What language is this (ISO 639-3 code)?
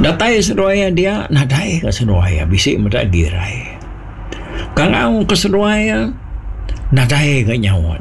iba